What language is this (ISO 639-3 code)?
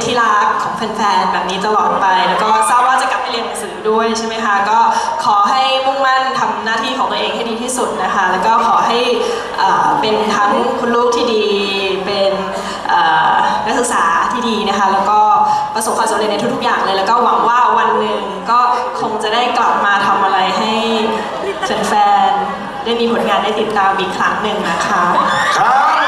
tha